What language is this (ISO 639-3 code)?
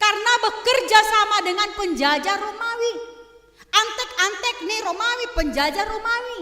bts